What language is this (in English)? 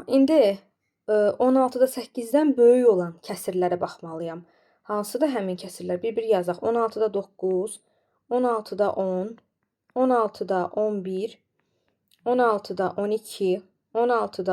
Azerbaijani